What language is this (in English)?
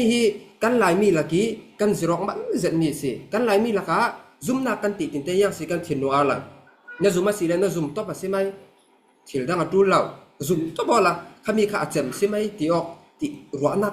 Falam Chin